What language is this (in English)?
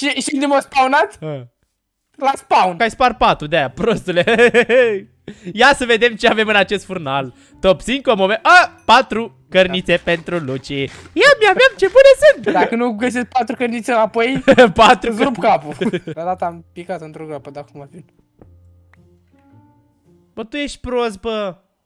Romanian